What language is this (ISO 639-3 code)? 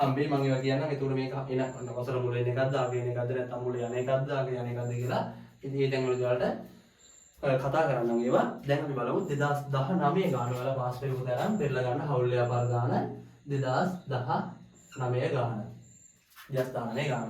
sin